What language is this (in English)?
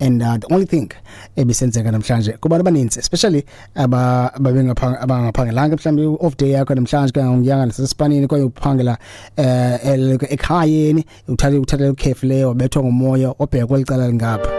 Xhosa